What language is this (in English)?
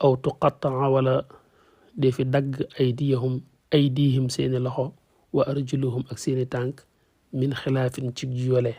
Wolof